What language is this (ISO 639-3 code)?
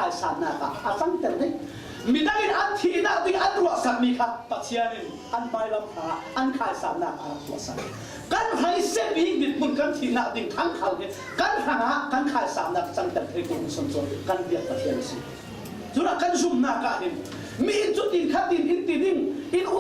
cfm